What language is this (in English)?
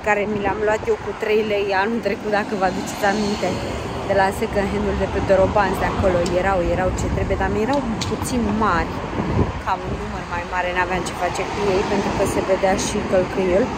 Romanian